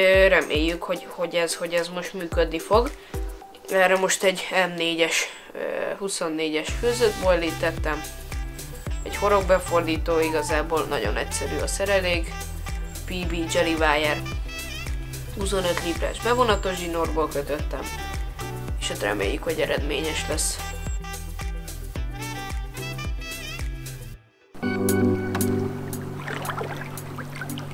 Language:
Hungarian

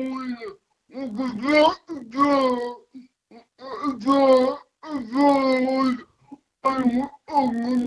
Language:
Finnish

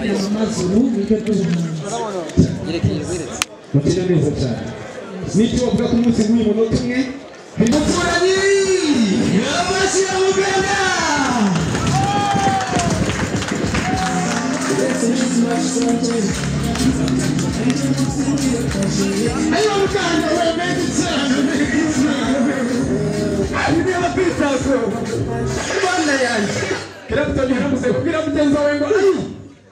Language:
Kinyarwanda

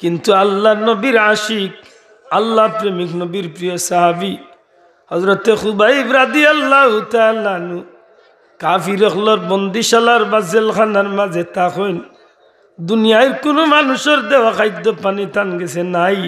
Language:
Sylheti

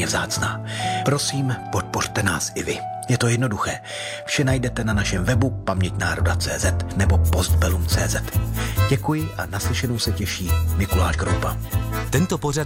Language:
Czech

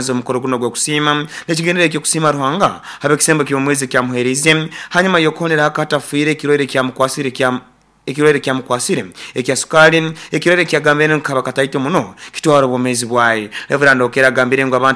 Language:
Nyoro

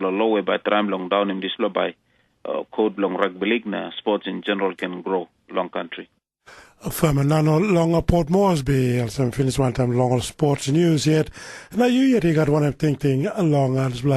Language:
Tok Pisin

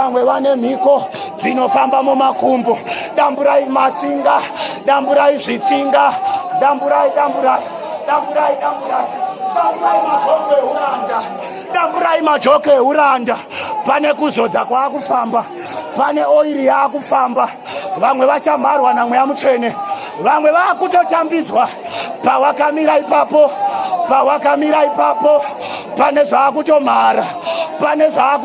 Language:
Shona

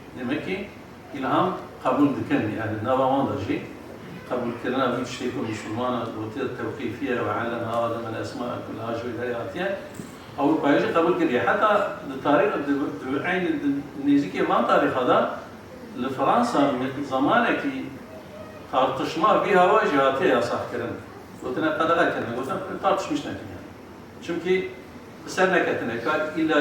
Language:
Kurdish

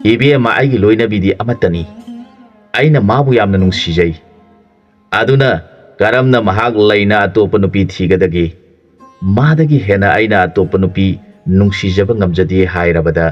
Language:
Manipuri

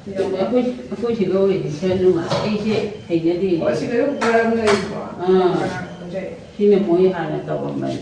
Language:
Manipuri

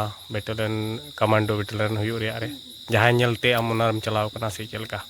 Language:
Santali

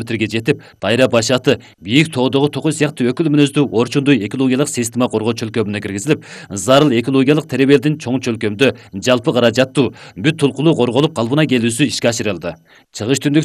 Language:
Kyrgyz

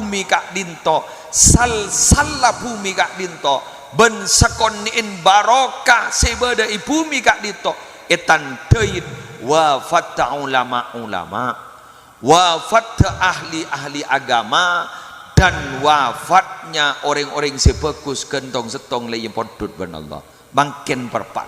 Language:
Madurese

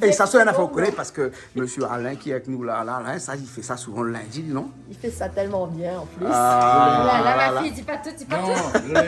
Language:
Réunion Creole French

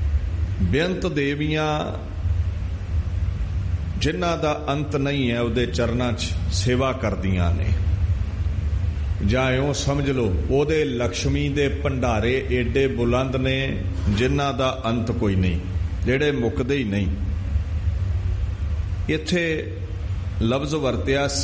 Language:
Punjabi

